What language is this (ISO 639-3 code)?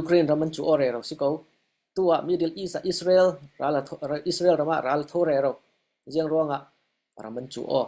cfm